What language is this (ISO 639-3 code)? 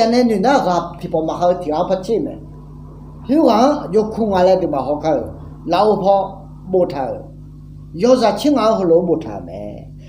ahk